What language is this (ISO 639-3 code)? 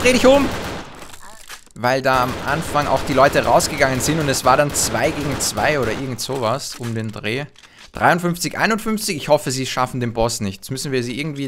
deu